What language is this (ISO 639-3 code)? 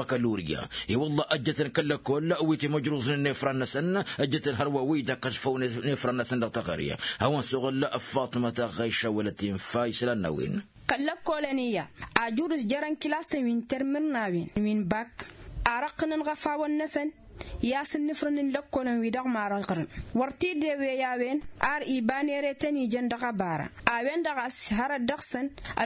taq